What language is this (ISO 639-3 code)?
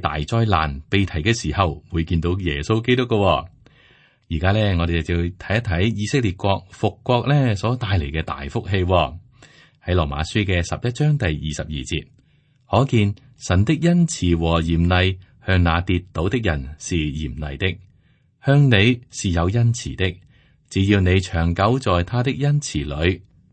yue